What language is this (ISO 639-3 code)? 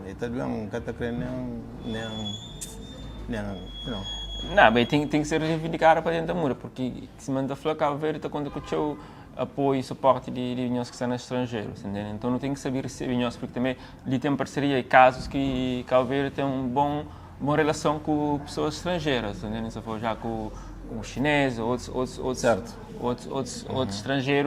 kea